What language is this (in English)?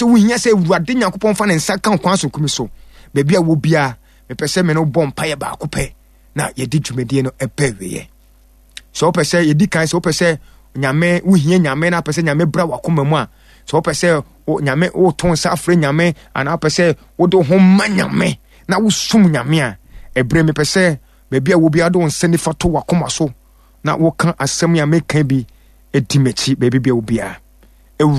Akan